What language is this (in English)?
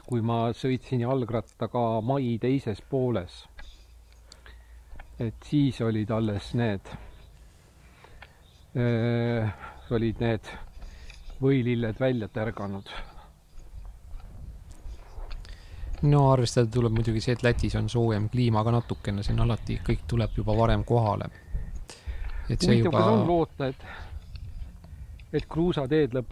Estonian